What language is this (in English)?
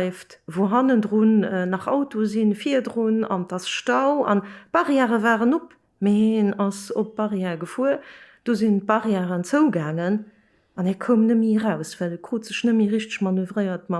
Luxembourgish